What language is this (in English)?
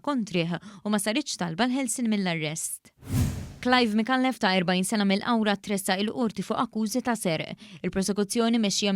Maltese